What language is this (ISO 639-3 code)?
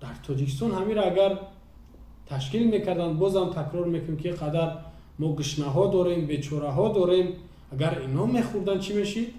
tgk